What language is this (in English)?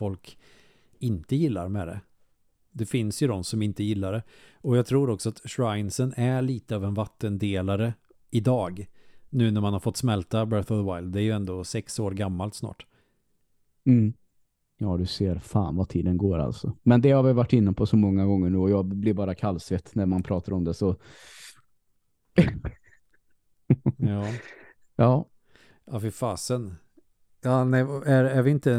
Swedish